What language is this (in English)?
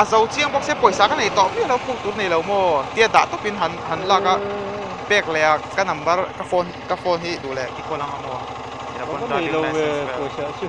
Mizo